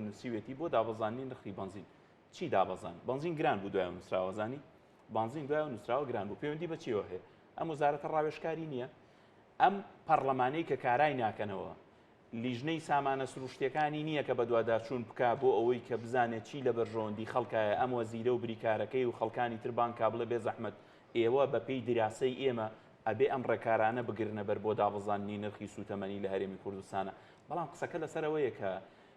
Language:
Central Kurdish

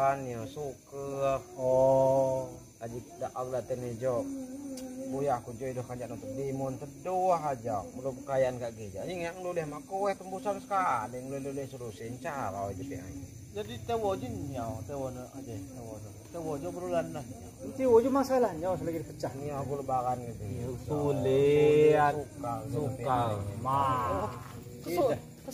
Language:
Lampung Nyo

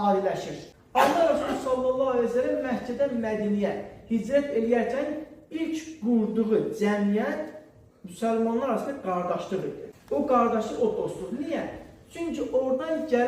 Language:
Azerbaijani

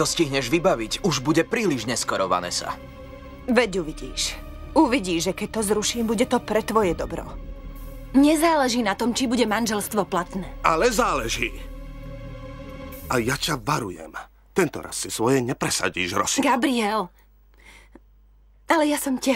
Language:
Slovak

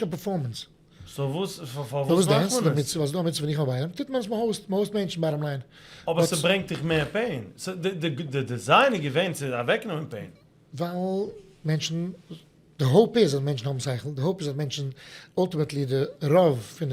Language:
Yiddish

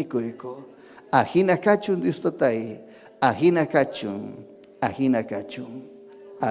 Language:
Ayacucho Quechua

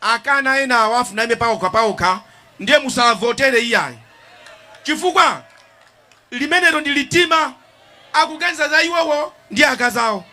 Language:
Nyanja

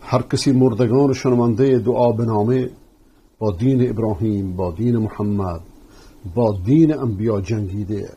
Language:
Persian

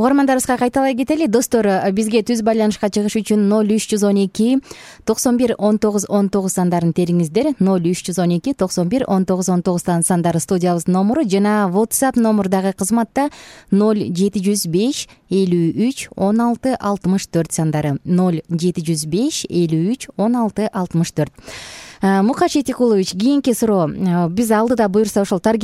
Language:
Kyrgyz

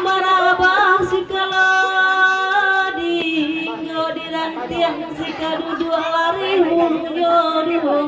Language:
Minangkabau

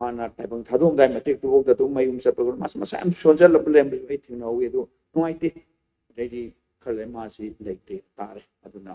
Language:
Manipuri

